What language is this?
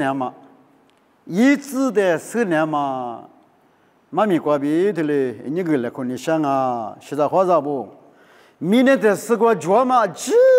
Lisu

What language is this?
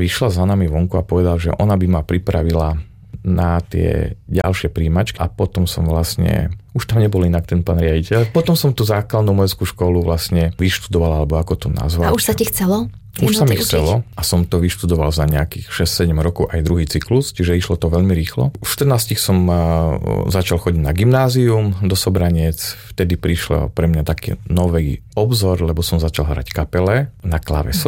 Slovak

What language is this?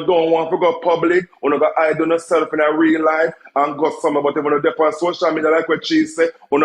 Jamaican Creole English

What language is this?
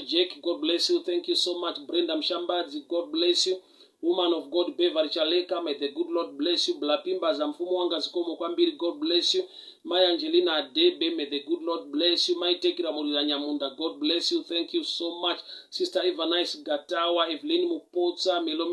Shona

